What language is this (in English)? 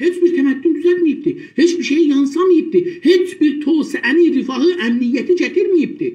South Azerbaijani